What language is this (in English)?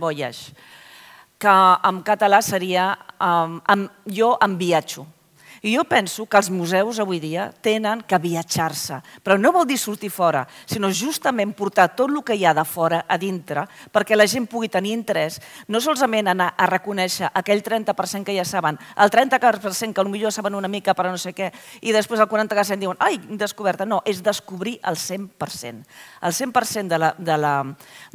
Catalan